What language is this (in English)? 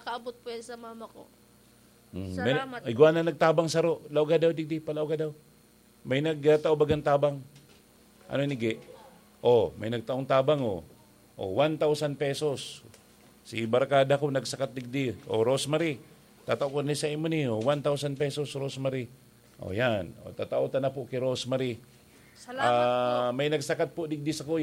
Bikol